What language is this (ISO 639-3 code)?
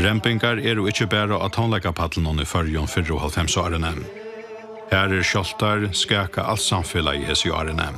fao